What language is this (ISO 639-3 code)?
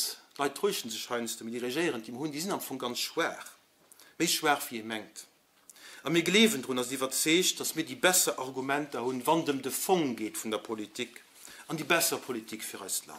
ltz